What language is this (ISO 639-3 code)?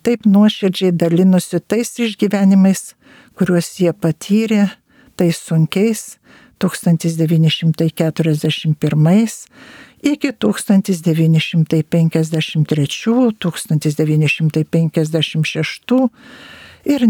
lit